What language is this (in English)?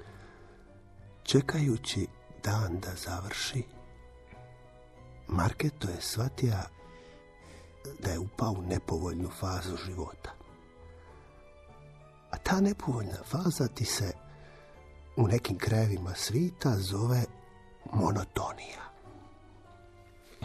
Croatian